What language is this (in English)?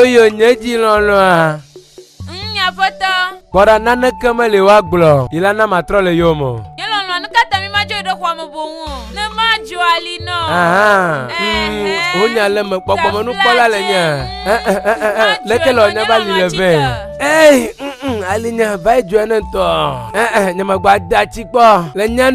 Ewe